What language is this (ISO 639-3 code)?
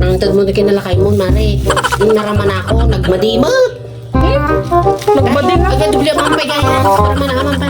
ilo